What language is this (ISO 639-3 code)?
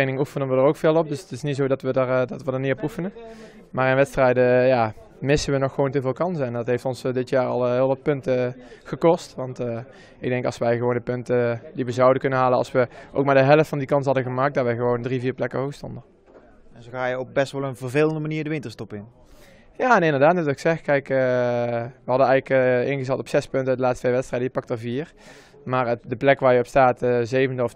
nld